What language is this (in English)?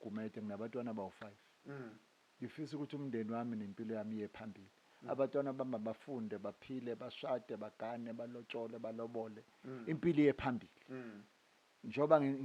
Zulu